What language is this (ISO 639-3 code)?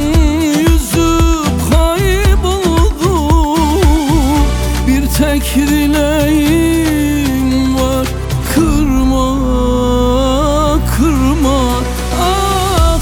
tur